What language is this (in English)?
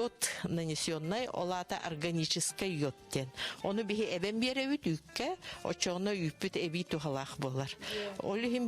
Yakut